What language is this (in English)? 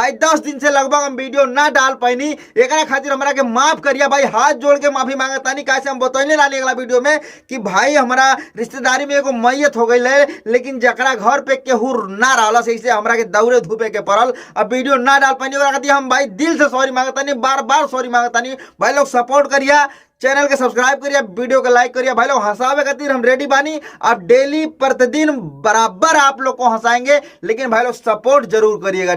Bhojpuri